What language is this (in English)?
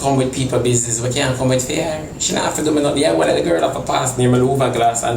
Jamaican Creole English